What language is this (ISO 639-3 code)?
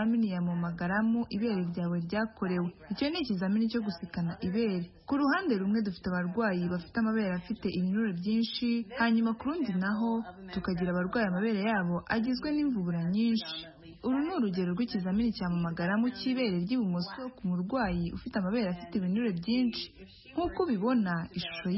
kin